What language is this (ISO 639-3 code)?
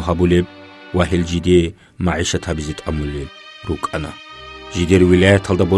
ava